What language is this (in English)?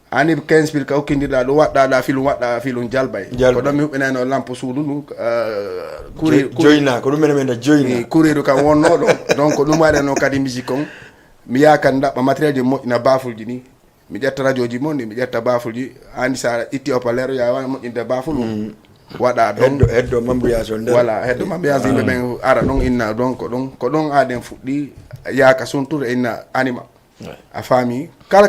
Fula